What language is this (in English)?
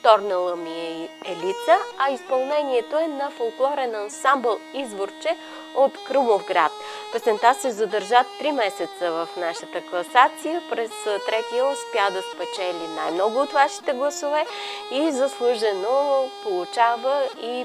Bulgarian